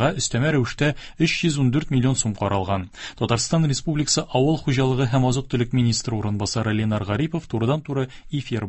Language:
Tatar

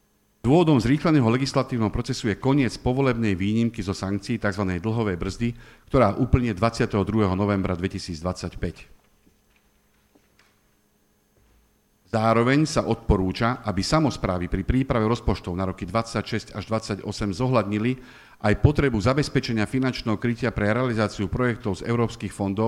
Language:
Slovak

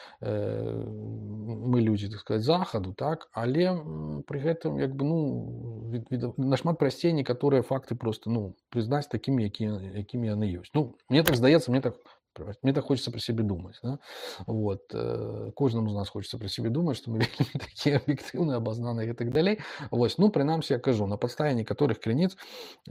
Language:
Belarusian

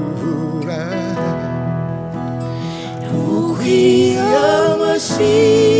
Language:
Kinyarwanda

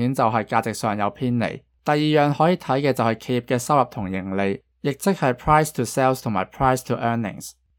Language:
Cantonese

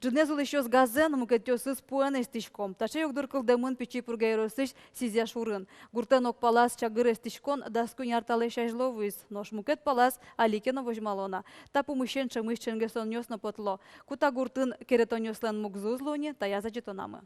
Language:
Udmurt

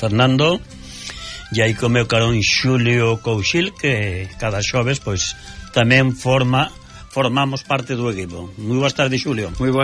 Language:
Galician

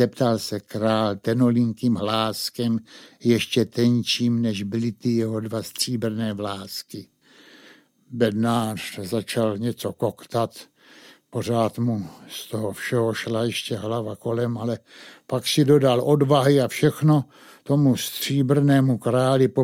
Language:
Czech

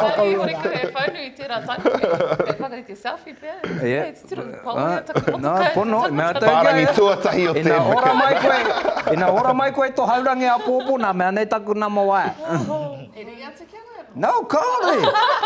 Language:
Māori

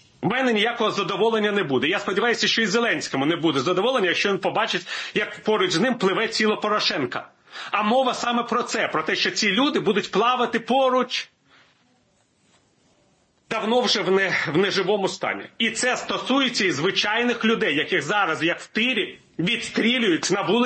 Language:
Ukrainian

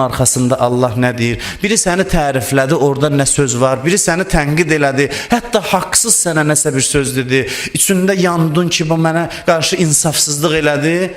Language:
Azerbaijani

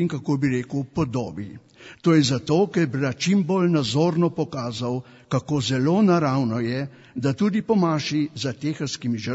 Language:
Slovenian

